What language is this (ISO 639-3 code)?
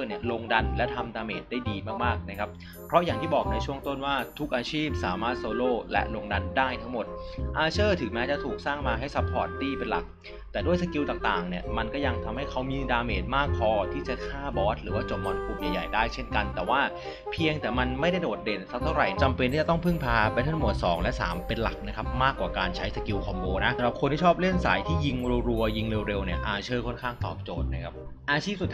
tha